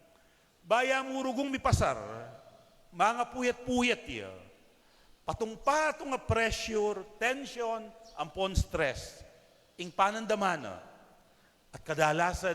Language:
Pampanga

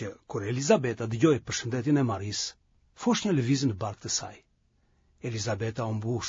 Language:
Albanian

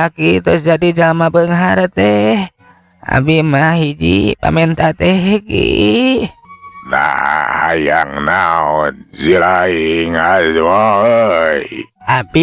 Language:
Sundanese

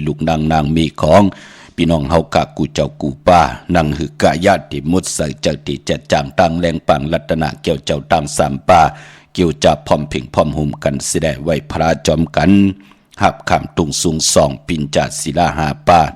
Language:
Shan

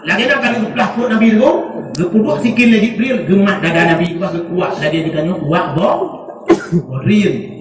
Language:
Achinese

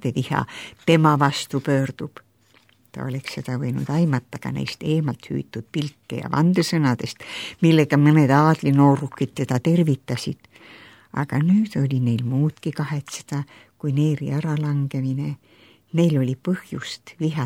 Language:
Estonian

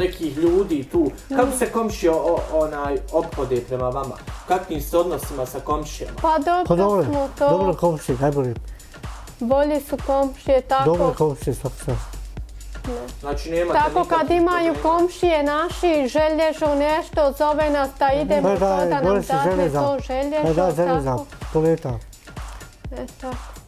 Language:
Bosnian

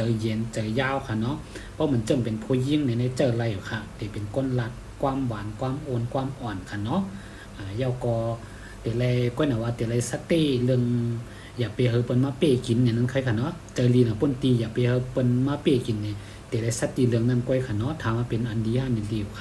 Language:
Shan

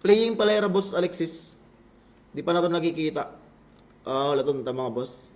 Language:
Waray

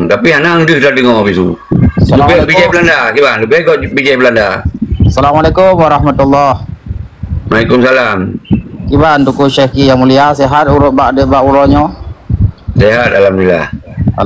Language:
Achinese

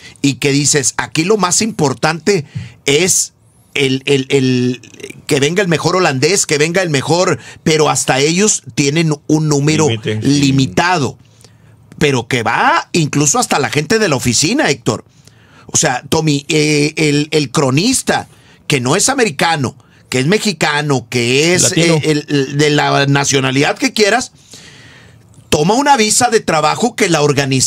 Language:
Spanish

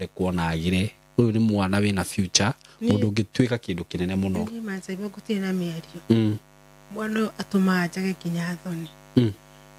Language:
Kikuyu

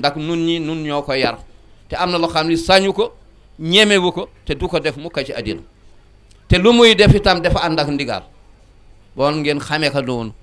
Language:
Wolof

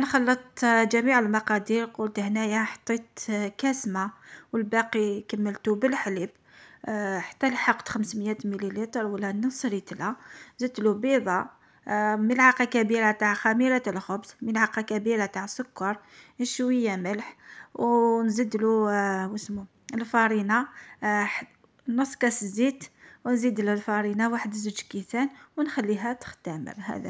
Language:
Algerian Arabic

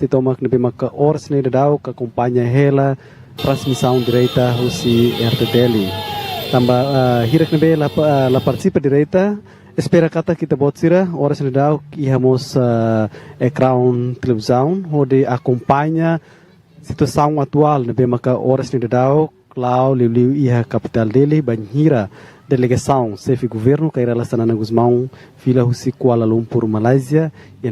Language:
Tetum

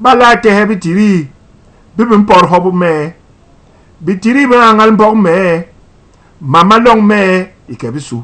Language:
Basaa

